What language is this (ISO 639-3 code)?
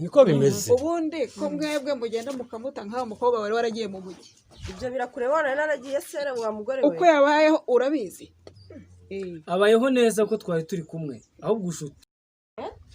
kin